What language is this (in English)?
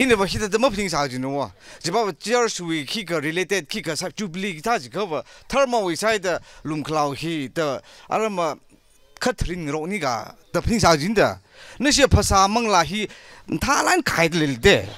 Tangkhul Naga (India)